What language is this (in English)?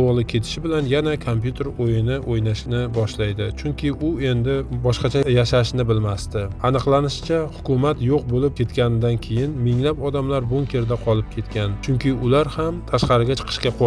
Uzbek